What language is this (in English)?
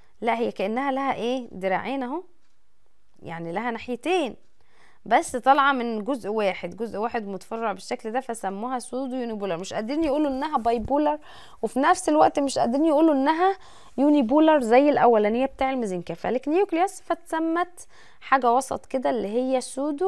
Egyptian Arabic